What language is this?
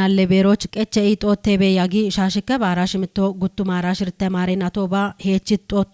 Kafa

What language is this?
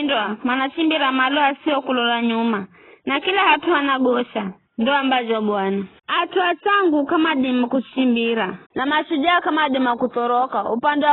Giryama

